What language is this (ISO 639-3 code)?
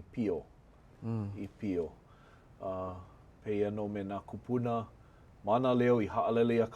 haw